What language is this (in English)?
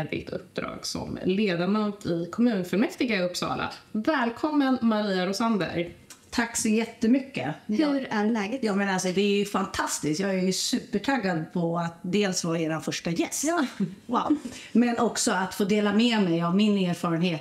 Swedish